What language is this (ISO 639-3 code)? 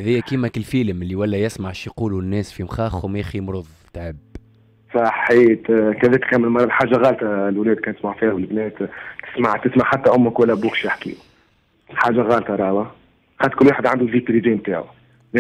aeb